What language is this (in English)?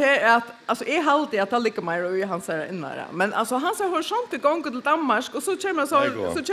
Faroese